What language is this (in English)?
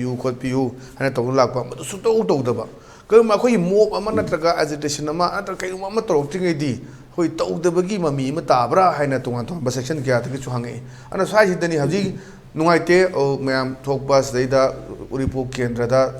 Manipuri